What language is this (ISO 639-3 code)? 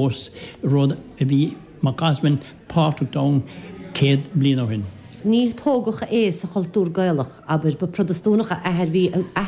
gle